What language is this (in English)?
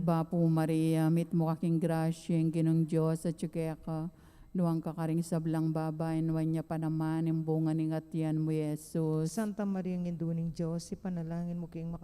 Pampanga